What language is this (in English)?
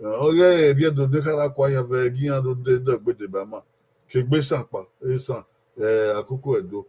Bini